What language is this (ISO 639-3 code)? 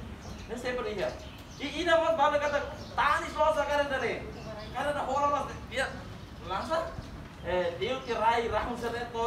tet